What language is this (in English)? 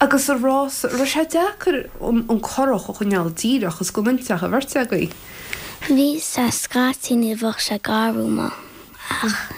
Irish